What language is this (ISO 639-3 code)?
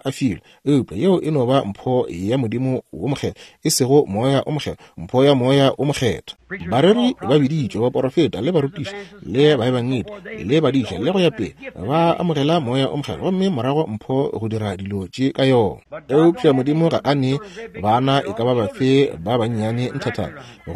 nso